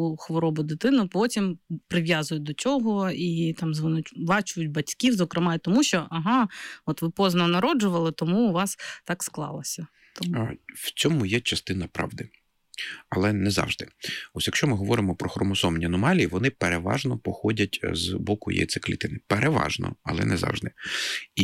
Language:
Ukrainian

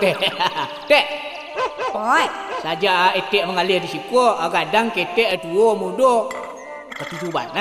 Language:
Minangkabau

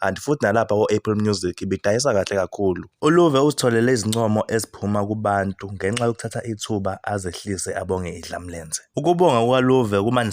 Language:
Zulu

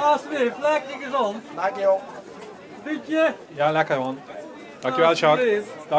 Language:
Limburgish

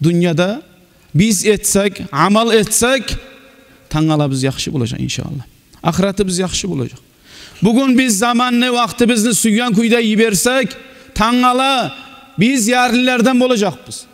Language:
Kumyk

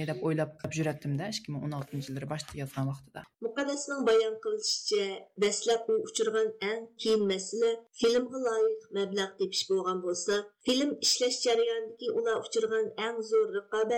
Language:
Uyghur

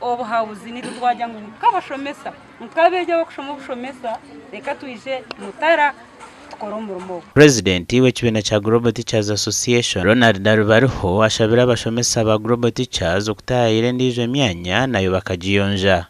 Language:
Nyankole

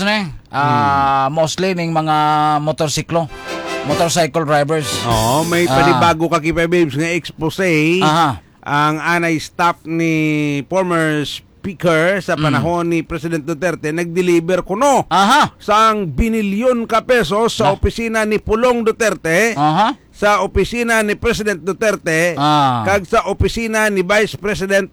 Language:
Hiligaynon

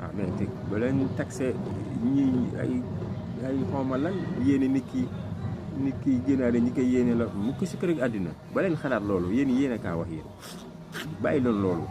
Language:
Wolof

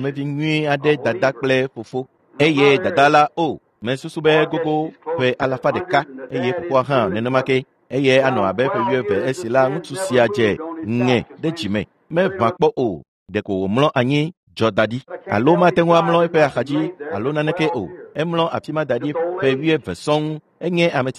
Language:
Ewe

